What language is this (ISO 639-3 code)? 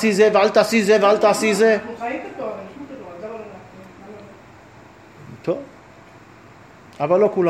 heb